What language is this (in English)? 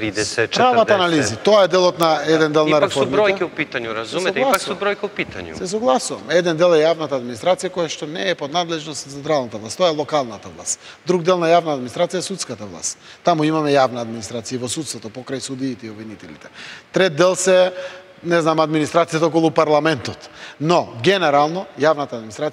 Macedonian